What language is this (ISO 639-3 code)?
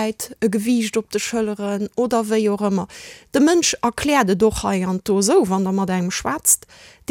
ltz